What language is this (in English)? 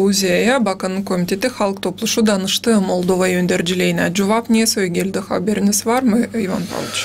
Gagauz